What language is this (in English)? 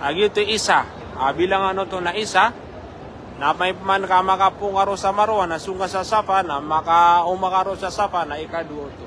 Maranao